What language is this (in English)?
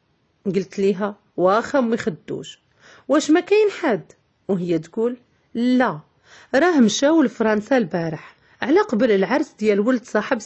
Moroccan Arabic